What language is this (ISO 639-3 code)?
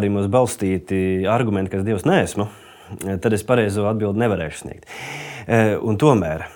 lav